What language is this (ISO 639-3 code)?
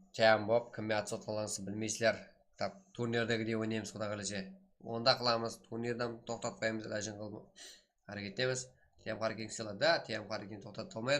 kaa